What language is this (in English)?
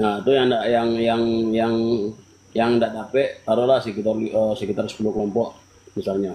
Minangkabau